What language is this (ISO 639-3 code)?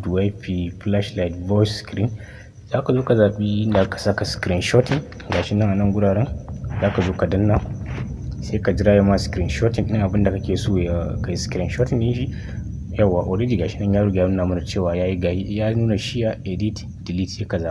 hau